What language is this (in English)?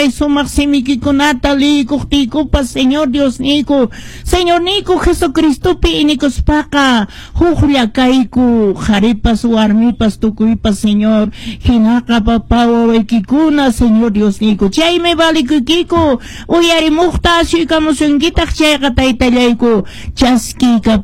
Quechua